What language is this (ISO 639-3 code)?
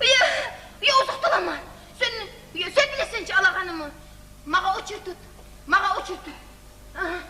kum